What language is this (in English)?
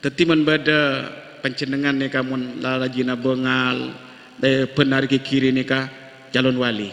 Madurese